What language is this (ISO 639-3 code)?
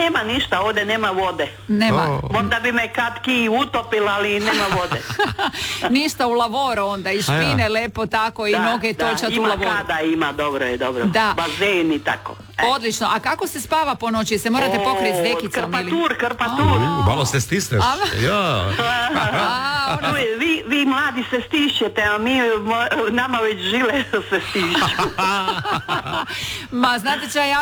hrv